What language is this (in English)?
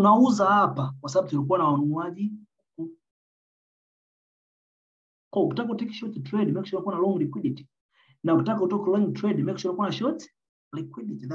Swahili